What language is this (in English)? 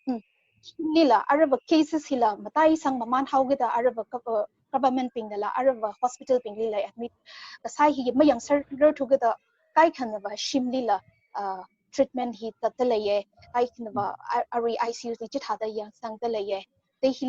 Tangkhul Naga (India)